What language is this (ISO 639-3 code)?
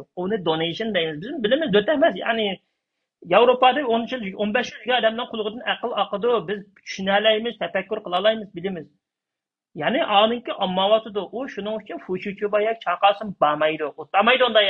uig